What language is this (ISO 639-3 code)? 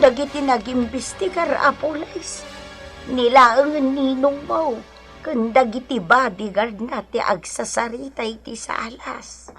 ilo